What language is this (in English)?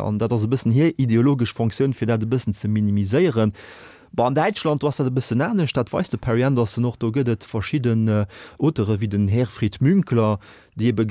Luxembourgish